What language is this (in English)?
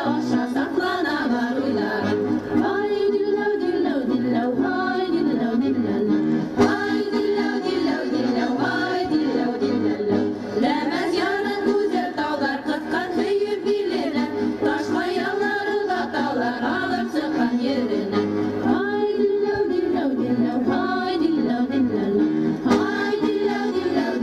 Bashkir